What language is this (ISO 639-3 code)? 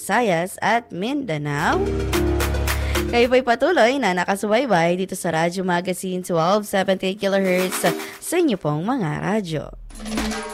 fil